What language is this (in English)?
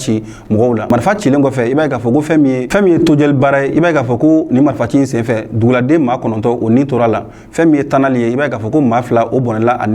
Bambara